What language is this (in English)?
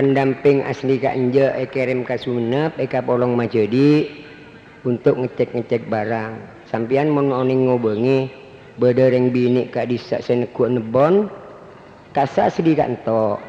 Madurese